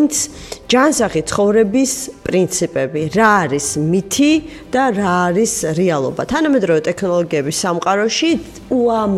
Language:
Georgian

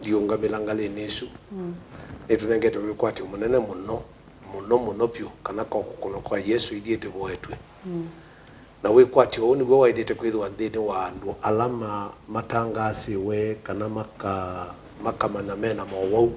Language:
Kamba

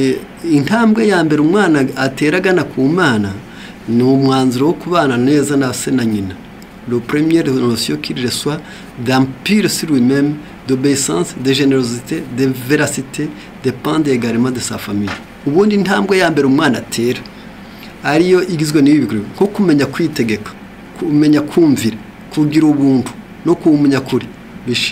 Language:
Kinyarwanda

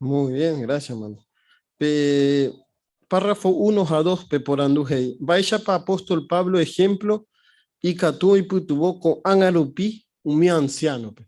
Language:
Guarani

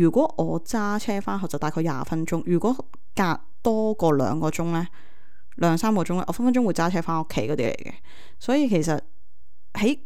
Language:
Cantonese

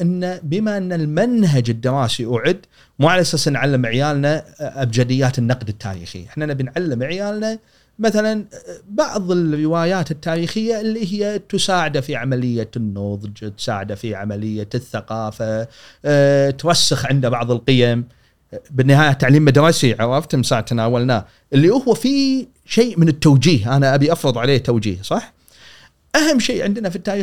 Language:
Gulf Arabic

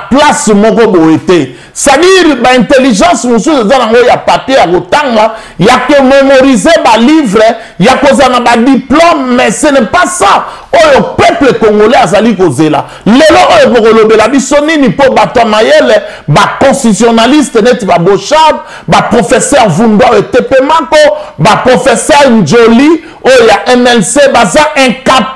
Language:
Lingala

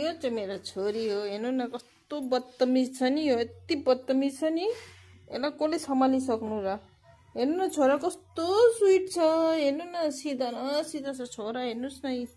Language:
Nepali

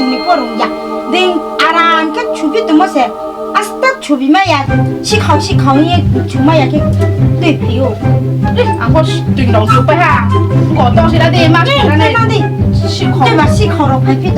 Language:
Riang (India)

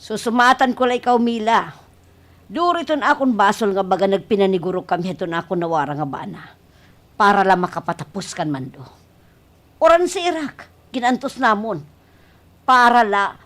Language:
Waray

